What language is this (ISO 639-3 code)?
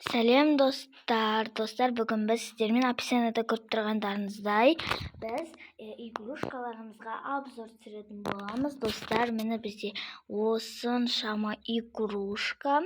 kaz